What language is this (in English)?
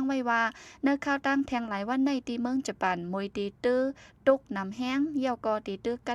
Shan